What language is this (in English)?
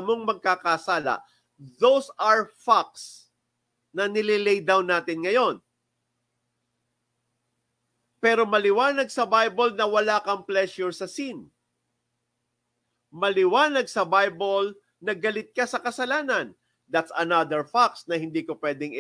Filipino